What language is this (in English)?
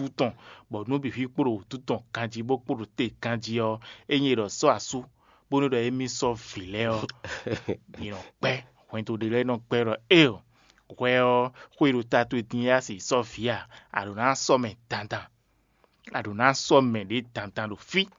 Fon